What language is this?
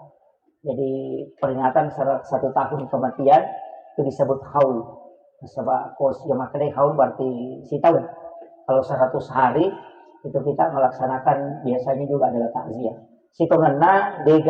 Buginese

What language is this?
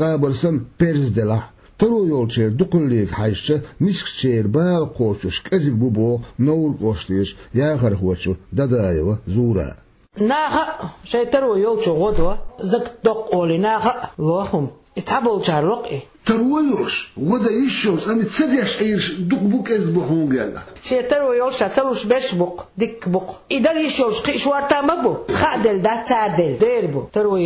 Chechen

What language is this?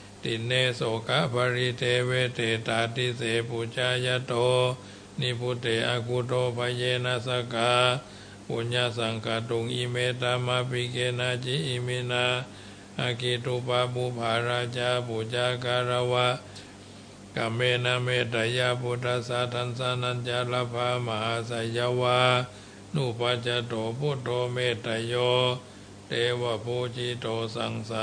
Pali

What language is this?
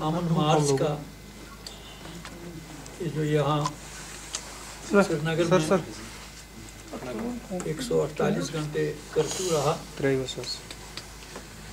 Urdu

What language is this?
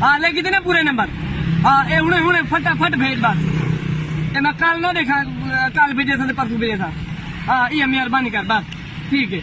Saraiki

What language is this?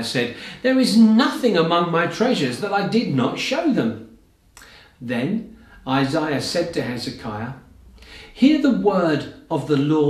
English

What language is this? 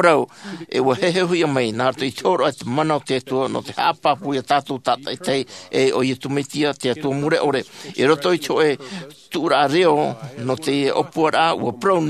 Tahitian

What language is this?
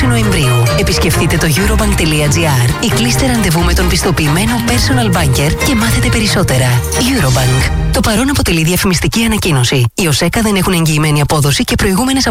Greek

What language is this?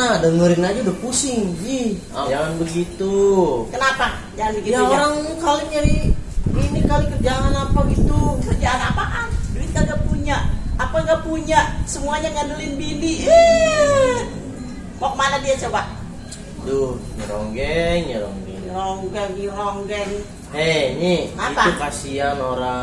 Betawi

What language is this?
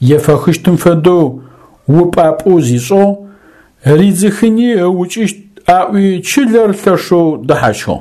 Adyghe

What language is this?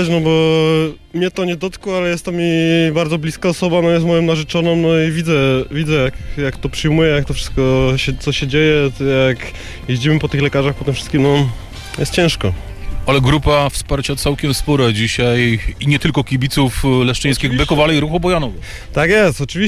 Polish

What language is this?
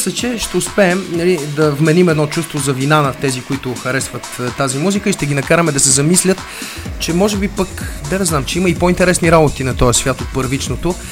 Bulgarian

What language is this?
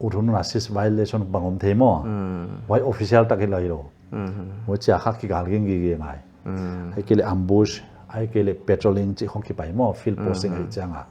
Paite Chin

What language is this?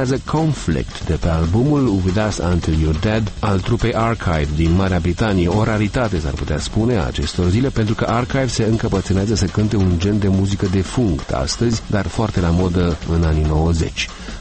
Romanian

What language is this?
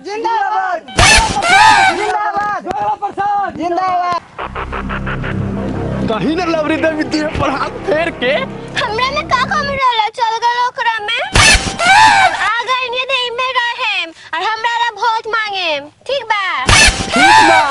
Bhojpuri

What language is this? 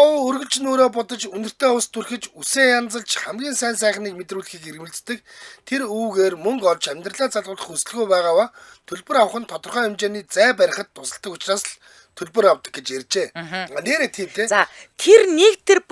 Mongolian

